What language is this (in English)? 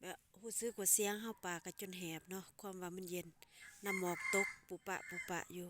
Lao